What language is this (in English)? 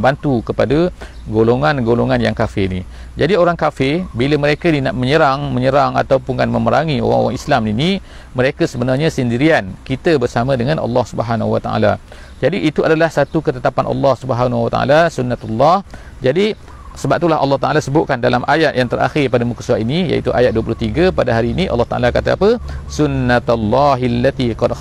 Malay